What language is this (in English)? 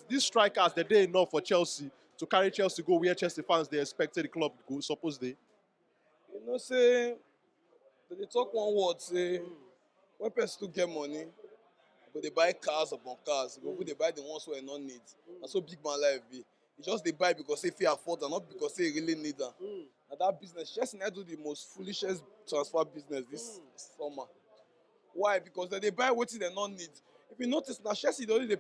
Nigerian Pidgin